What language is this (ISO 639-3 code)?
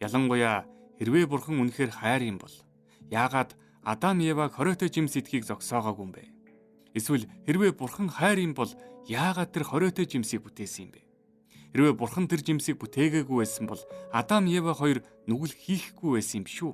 mon